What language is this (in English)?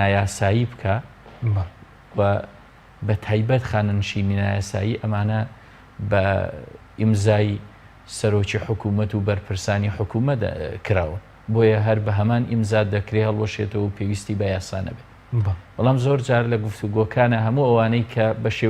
Central Kurdish